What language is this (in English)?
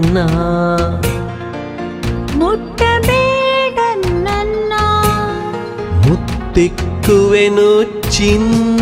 Kannada